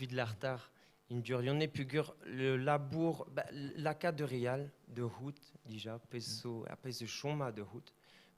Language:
Breton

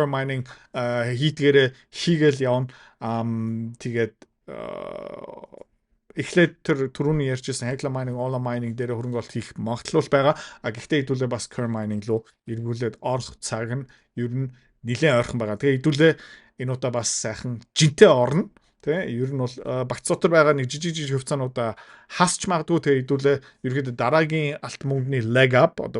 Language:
Mongolian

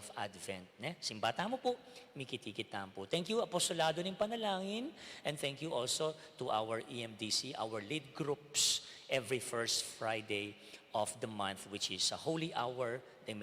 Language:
Pampanga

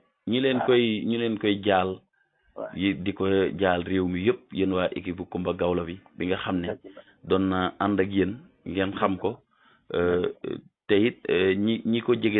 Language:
Wolof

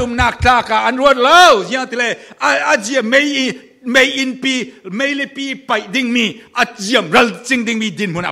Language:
Falam Chin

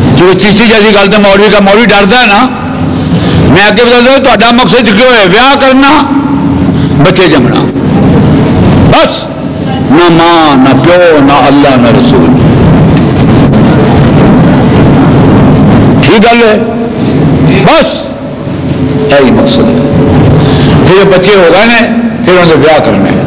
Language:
Urdu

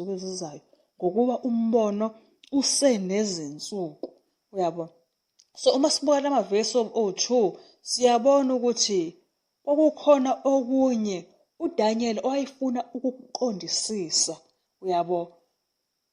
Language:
Zulu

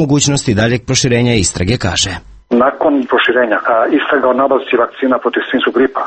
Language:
Serbian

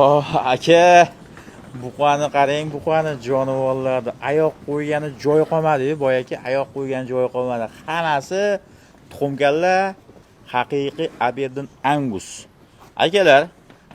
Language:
Uzbek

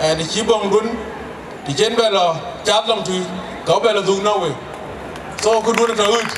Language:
Dinka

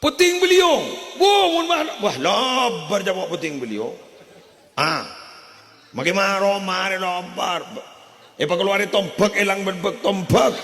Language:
Madurese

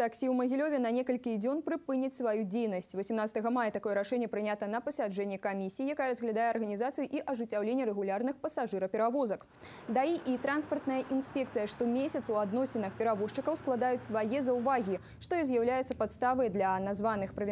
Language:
Belarusian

